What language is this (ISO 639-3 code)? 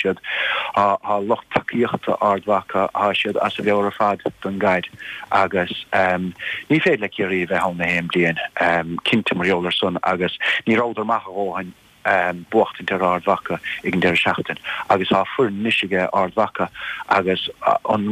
gle